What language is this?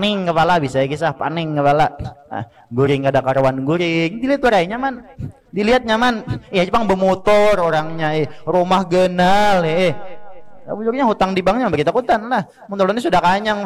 Banjar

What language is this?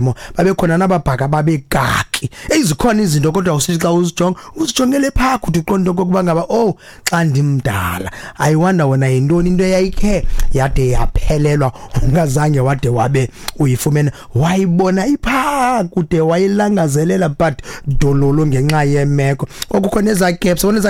Xhosa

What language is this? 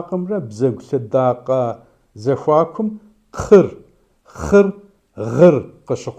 Kabardian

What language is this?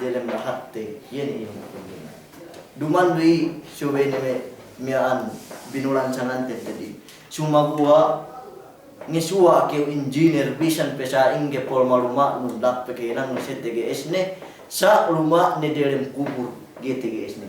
Yakan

